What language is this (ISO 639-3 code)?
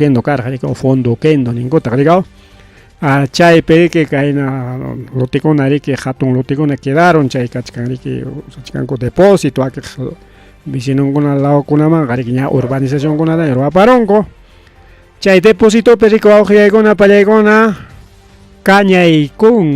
quy